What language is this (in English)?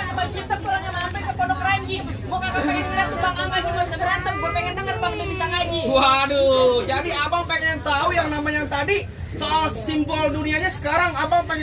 Betawi